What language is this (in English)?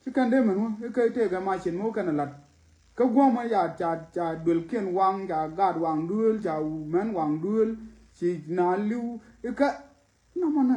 Nuer